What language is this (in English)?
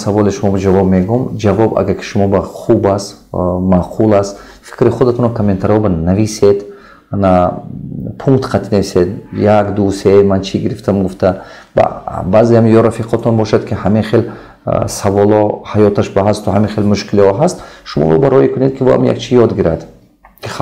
Tajik